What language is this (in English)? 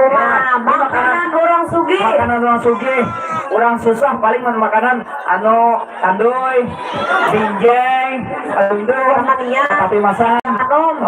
Banjar